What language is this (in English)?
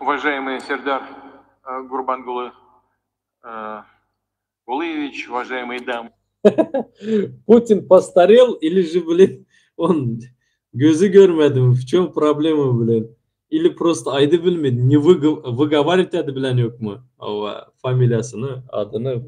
Turkmen